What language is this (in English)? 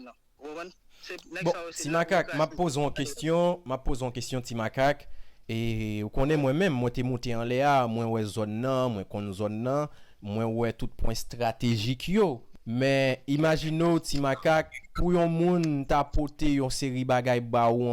Haitian Creole